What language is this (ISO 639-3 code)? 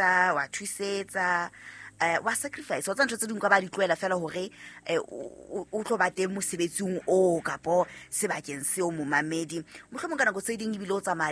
sot